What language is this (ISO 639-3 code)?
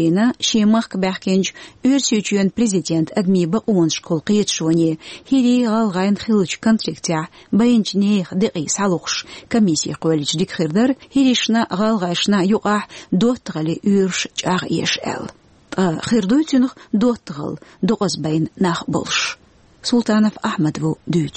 che